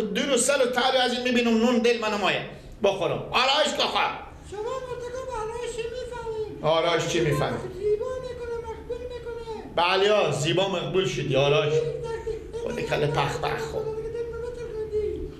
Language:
Persian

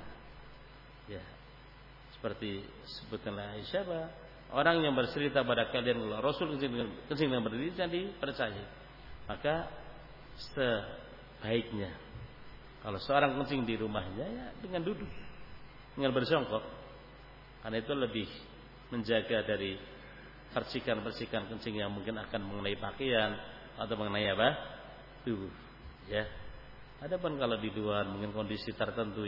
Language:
Indonesian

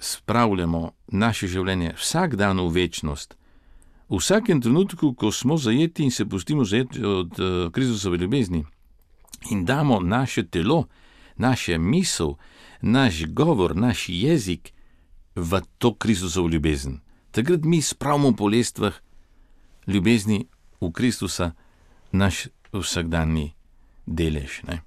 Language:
Slovenian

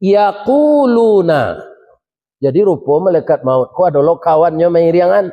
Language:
Minangkabau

